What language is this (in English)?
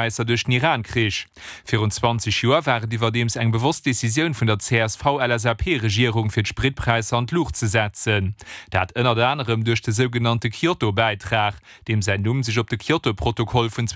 Luxembourgish